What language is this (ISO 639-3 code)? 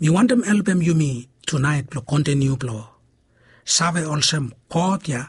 bis